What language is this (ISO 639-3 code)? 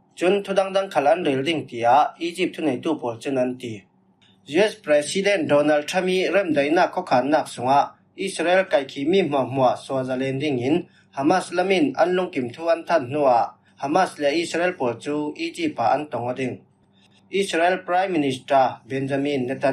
cfm